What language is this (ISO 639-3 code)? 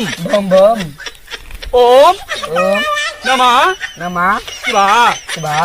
mai